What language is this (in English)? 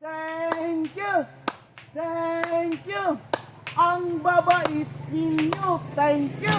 Waray